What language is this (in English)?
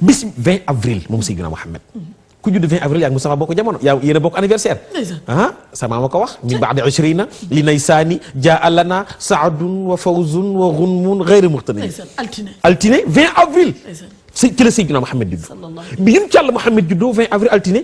Wolof